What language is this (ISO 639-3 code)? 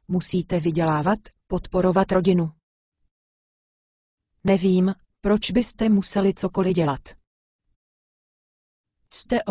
ces